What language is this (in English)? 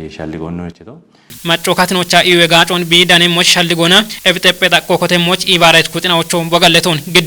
Kafa